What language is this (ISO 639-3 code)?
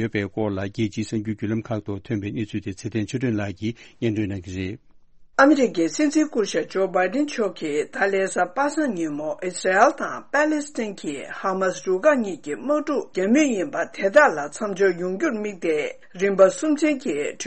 bod